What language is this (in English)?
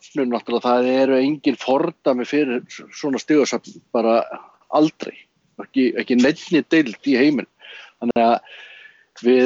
Icelandic